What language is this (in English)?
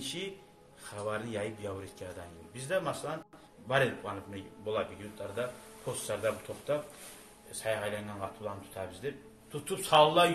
Kumyk